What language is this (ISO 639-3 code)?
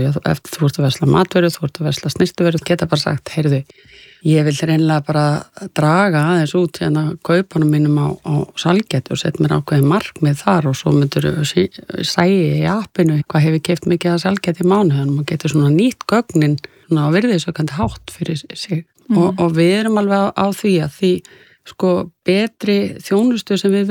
isl